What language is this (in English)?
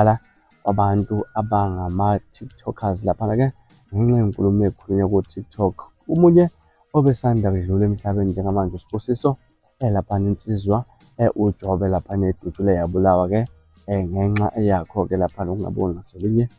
Zulu